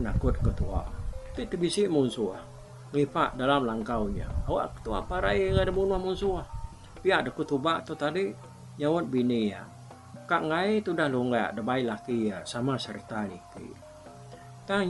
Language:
Iban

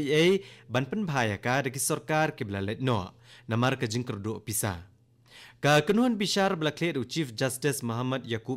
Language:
Khasi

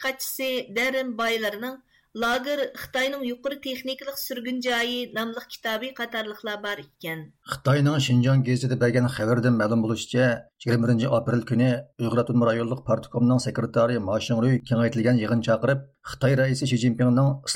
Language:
Uyghur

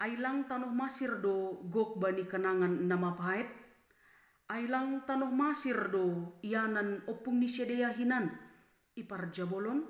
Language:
Batak Simalungun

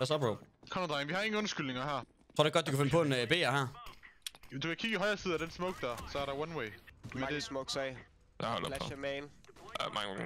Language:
Danish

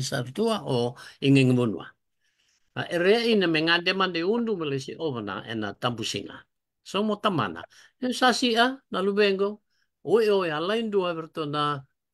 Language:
Fijian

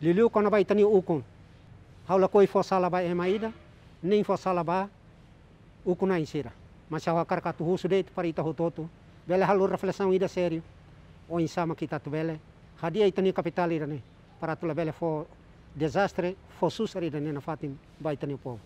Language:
Tetum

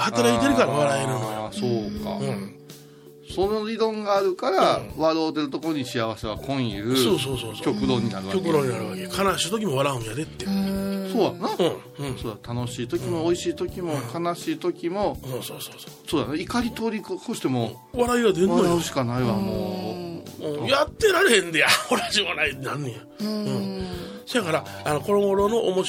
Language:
Japanese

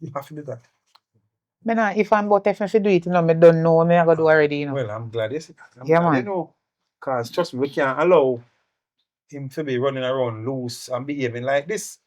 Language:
Jamaican Creole English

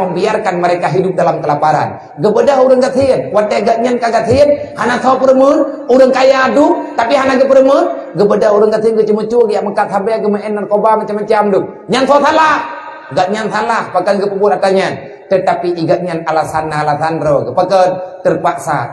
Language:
Achinese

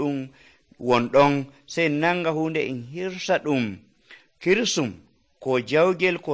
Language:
Nigerian Fulfulde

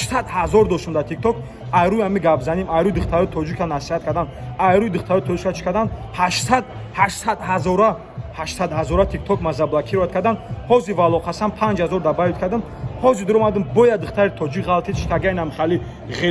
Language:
Tajik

